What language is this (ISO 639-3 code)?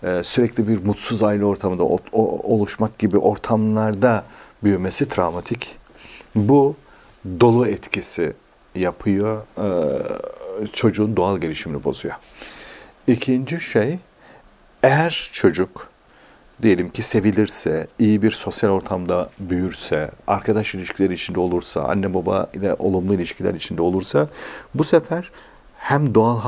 tur